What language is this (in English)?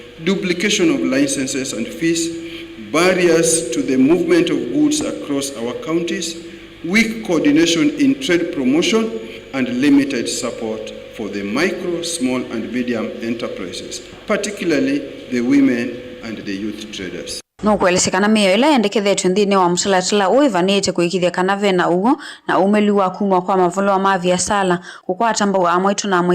Kamba